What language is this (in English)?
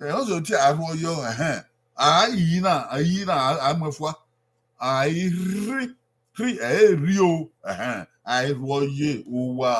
Bini